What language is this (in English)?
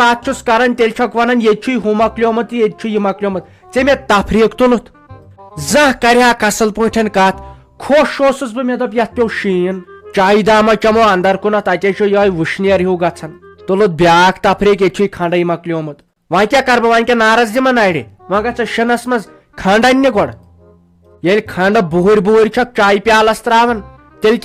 Kashmiri